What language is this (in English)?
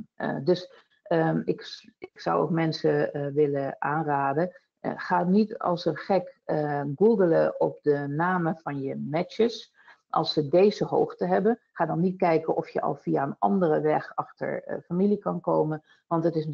Dutch